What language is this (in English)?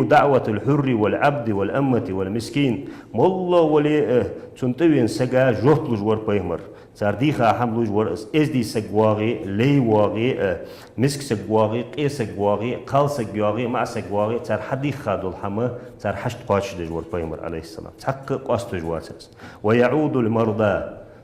Ingush